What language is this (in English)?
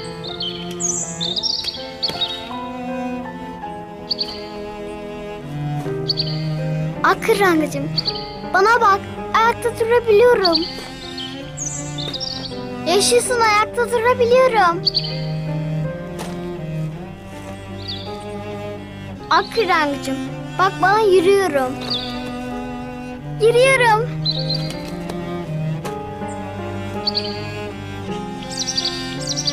Turkish